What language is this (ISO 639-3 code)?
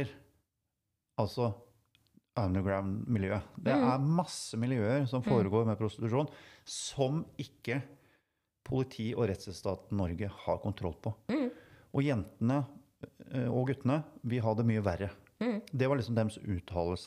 nor